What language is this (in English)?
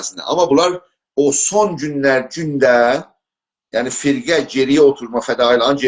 South Azerbaijani